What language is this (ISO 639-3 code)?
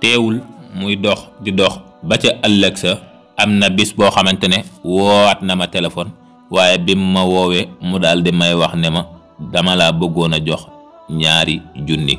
wol